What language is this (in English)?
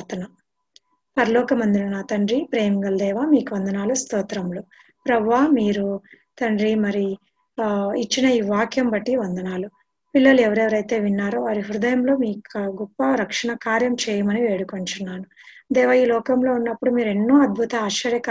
Telugu